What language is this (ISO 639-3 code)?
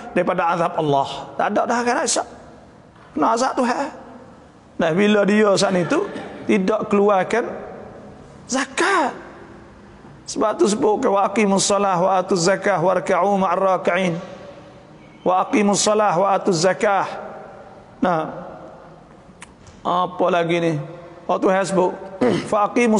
msa